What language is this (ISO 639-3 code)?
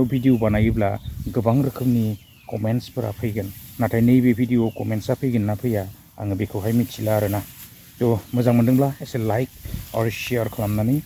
brx